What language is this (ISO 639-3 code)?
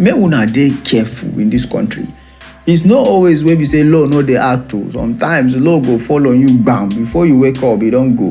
pcm